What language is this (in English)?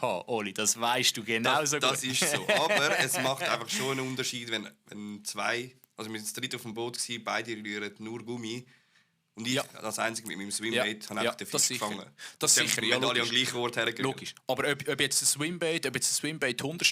Swiss German